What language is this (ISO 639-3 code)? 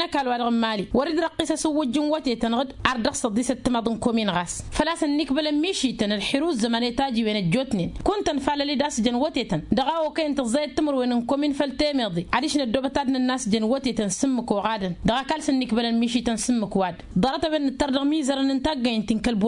taq